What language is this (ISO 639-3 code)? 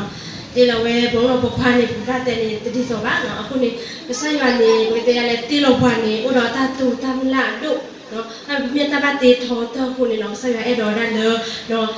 ksw